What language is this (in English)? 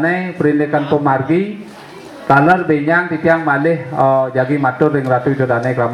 Balinese